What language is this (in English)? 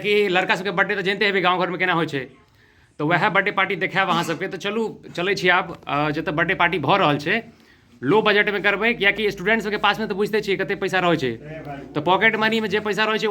Maithili